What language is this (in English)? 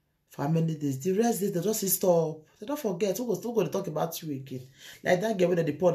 Nigerian Pidgin